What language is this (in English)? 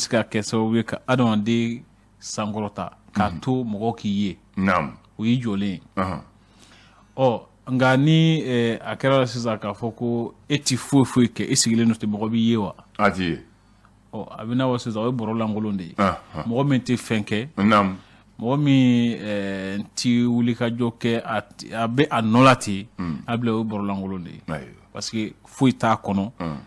Bambara